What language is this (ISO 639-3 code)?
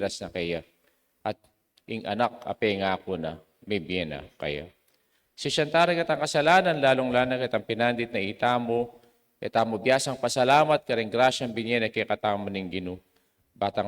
pam